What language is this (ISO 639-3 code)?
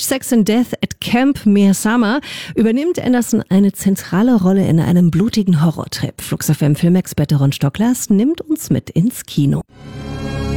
deu